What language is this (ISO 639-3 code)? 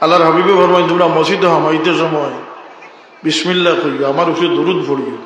syl